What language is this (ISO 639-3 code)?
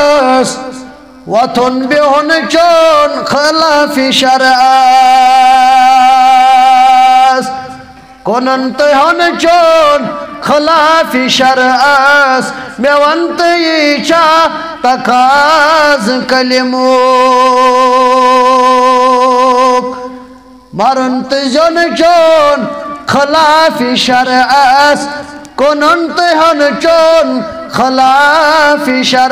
kas